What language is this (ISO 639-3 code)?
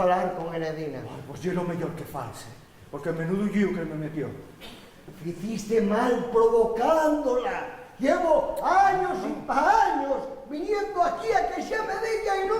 ast